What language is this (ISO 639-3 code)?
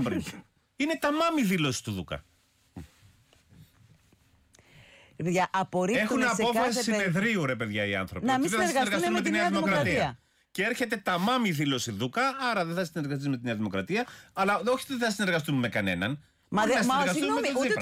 ell